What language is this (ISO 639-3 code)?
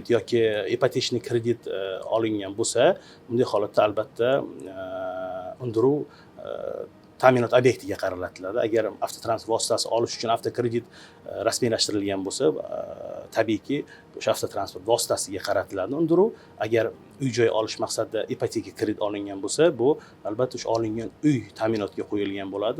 uzb